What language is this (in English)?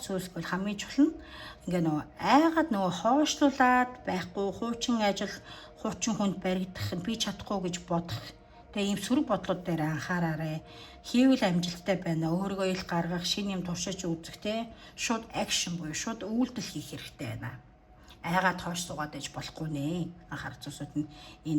Mongolian